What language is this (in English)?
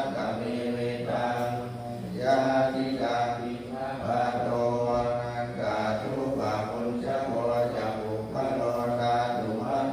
Pali